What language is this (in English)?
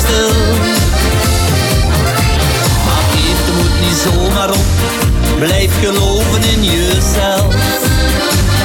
Dutch